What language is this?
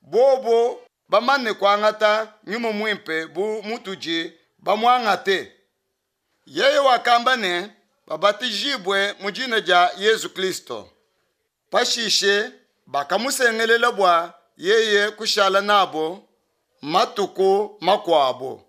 Luba-Lulua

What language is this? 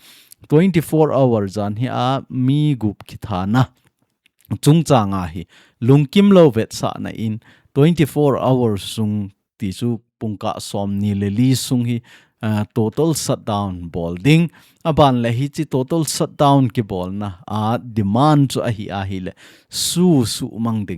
Thado Chin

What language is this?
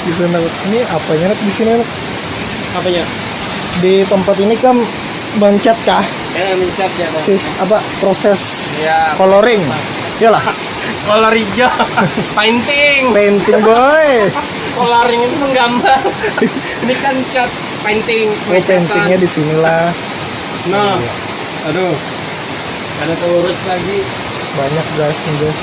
Banjar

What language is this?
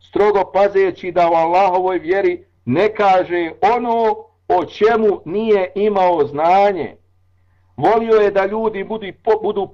Bosnian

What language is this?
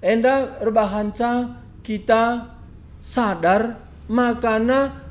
Batak Karo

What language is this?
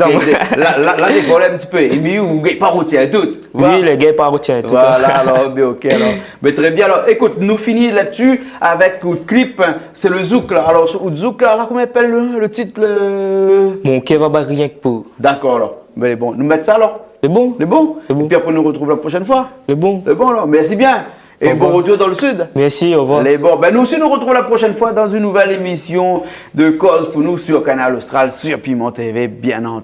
Réunion Creole French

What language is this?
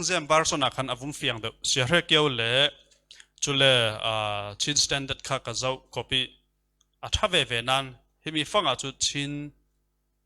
Falam Chin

